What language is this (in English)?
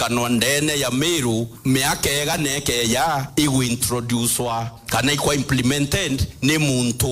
Meru